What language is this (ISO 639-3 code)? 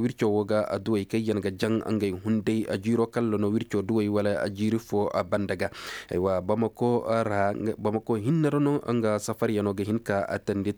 ses